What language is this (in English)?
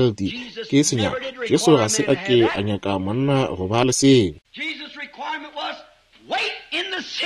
Northern Sotho